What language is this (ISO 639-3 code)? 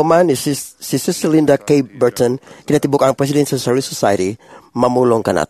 ceb